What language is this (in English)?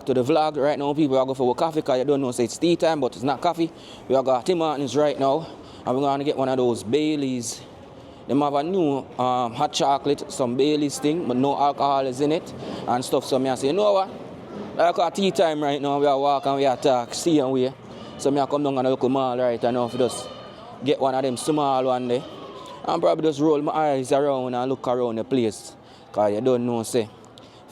Jamaican Creole English